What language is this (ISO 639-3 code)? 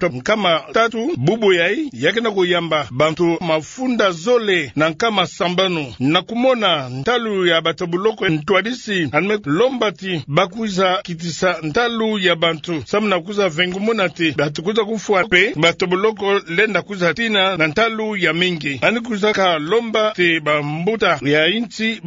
ktu